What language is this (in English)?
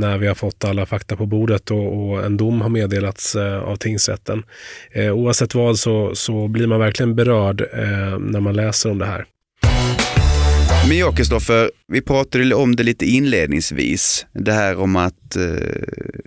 Swedish